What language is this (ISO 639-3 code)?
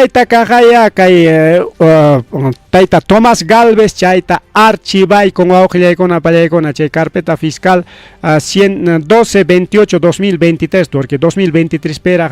quy